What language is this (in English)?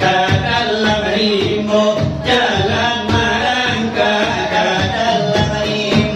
Minangkabau